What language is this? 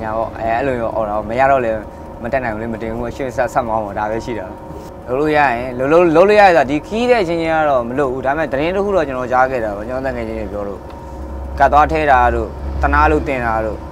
Burmese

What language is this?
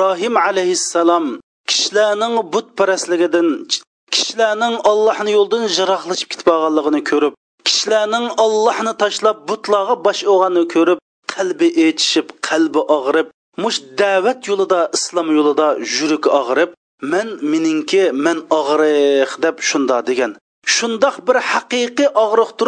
Uyghur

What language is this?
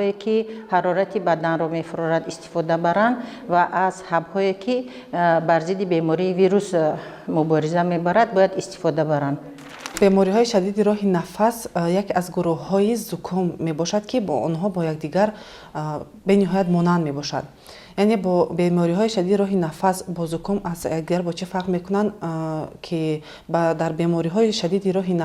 Tajik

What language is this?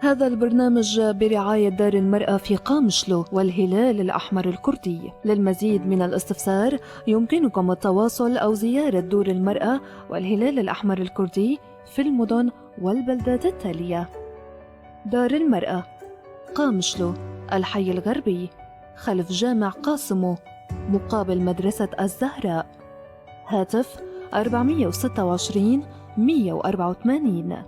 North Levantine Arabic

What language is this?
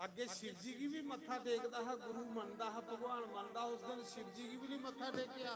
Dogri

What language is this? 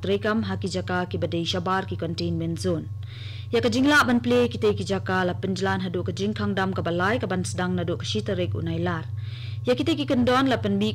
Khasi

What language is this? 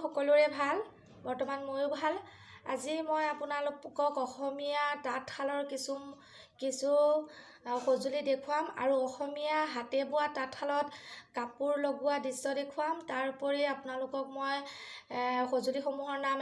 Assamese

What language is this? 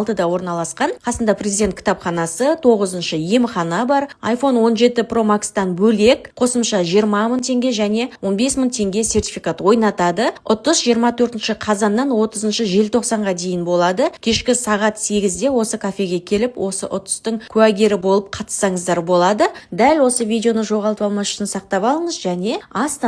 Kazakh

